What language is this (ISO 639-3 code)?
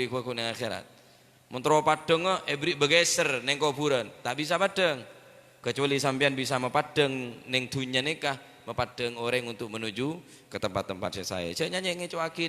mad